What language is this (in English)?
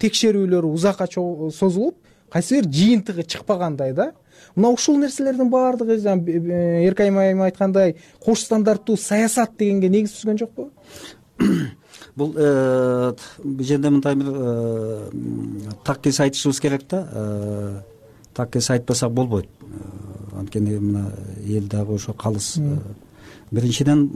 Kyrgyz